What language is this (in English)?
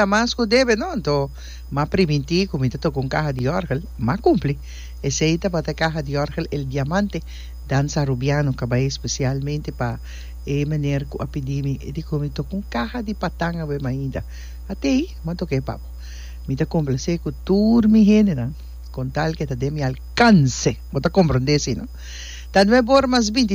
Papiamento